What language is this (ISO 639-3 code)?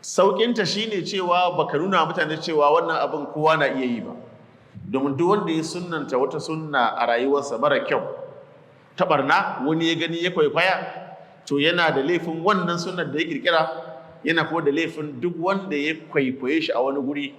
hau